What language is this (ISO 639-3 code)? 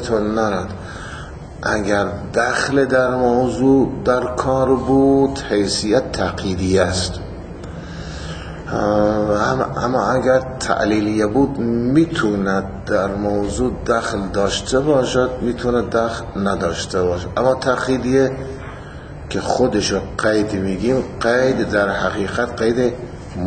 fas